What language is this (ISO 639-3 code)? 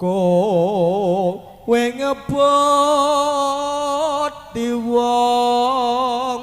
jav